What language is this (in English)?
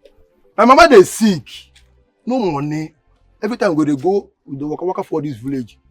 Nigerian Pidgin